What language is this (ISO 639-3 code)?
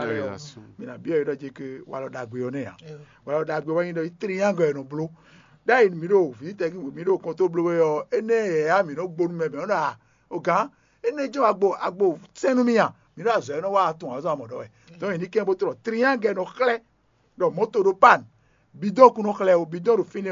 fon